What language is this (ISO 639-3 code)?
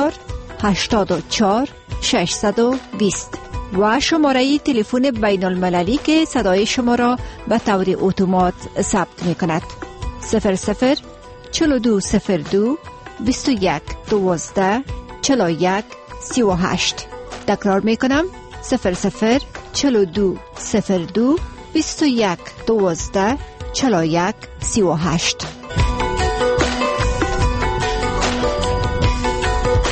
fas